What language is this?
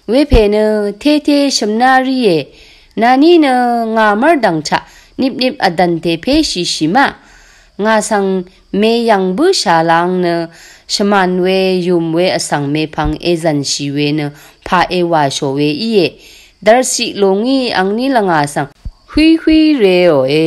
Rawang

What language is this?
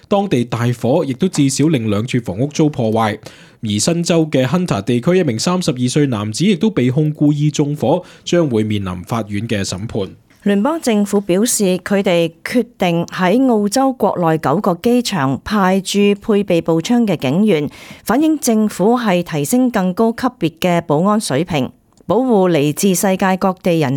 Cantonese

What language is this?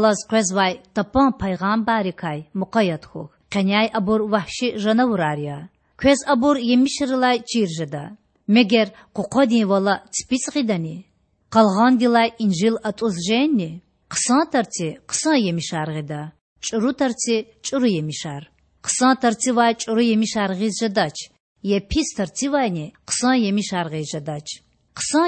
Lezghian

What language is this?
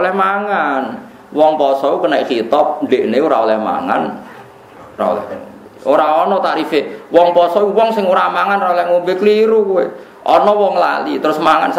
Javanese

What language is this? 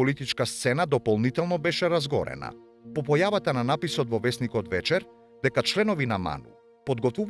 Macedonian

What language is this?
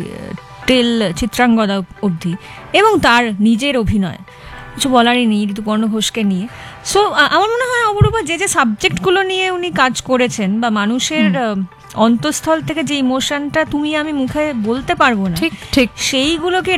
Bangla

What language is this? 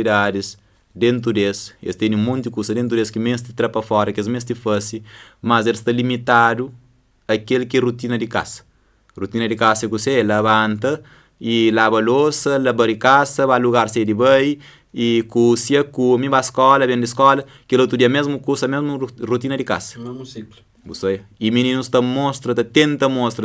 Kabuverdianu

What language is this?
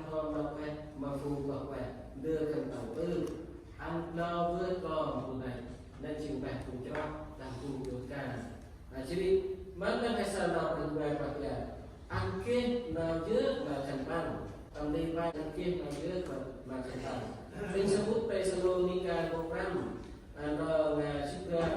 Central Mnong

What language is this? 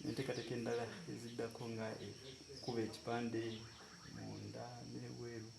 Ganda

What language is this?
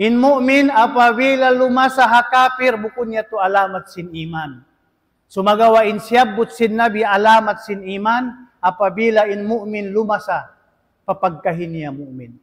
Tausug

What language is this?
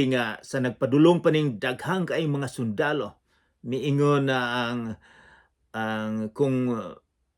Cebuano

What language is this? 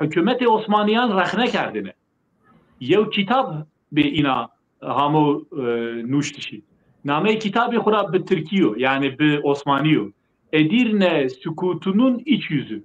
Zaza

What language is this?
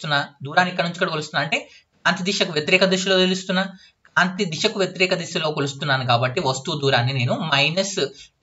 Telugu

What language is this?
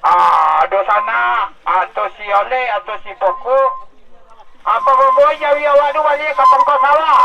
Minangkabau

